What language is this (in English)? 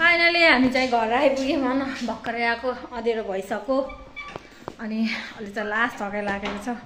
Nepali